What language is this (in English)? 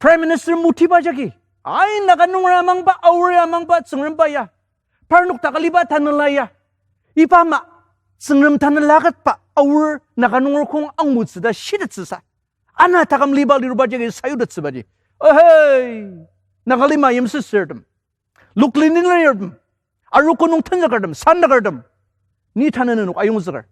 Ao Naga